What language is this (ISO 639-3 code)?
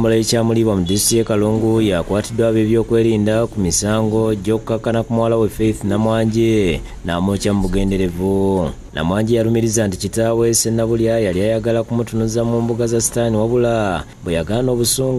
lug